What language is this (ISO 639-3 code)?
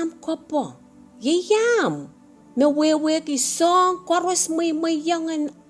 pon